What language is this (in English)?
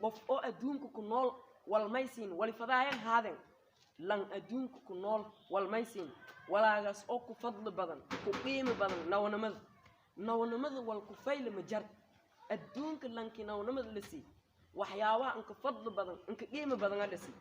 Somali